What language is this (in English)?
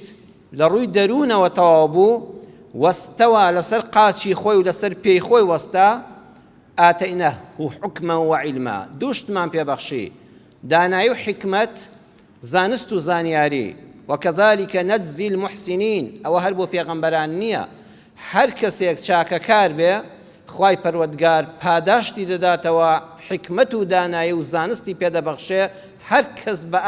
Central Kurdish